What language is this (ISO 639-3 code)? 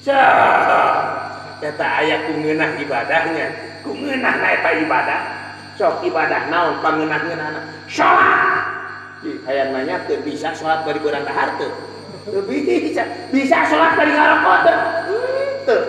sun